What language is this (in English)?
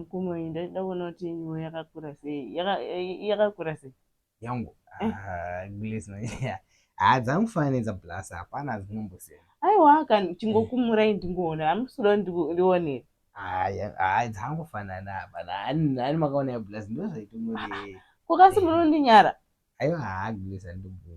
Shona